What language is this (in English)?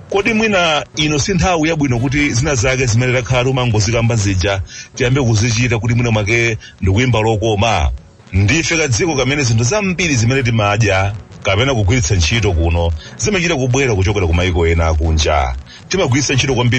Nyanja